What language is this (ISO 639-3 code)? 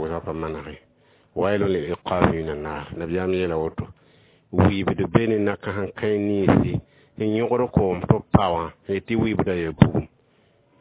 mos